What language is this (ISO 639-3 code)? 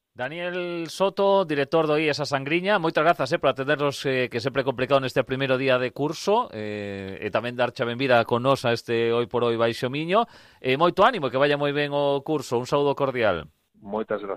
glg